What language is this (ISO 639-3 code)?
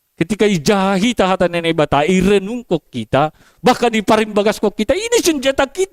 bts